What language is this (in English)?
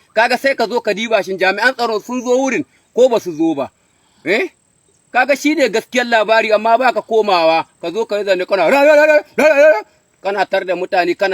Hausa